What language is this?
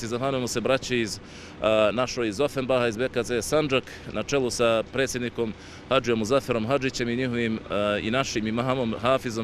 Bosnian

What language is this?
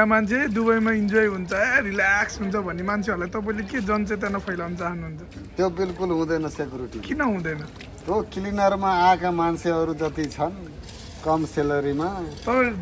Nepali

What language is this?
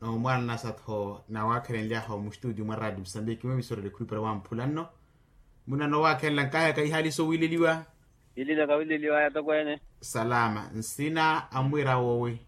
Makhuwa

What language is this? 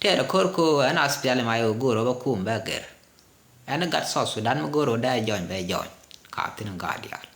Nuer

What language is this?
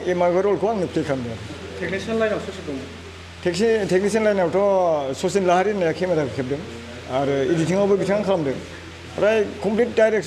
Bodo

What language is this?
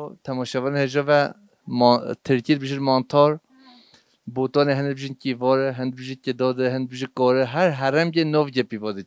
Kurdish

